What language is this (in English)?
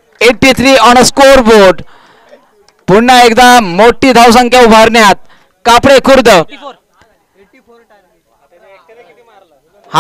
Marathi